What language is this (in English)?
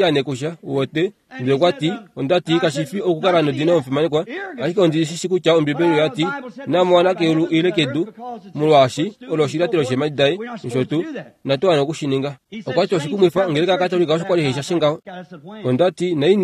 Kuanyama